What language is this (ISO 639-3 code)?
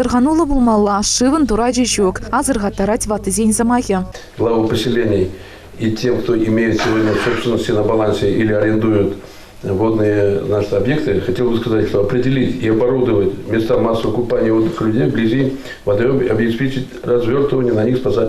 chv